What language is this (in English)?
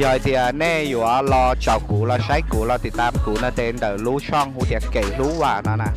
Hmong